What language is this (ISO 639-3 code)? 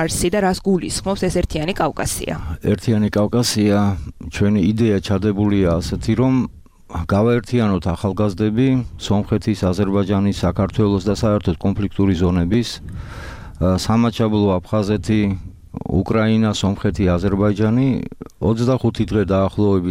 kat